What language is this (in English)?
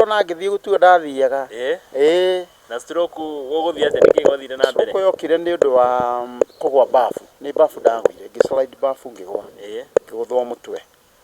Kikuyu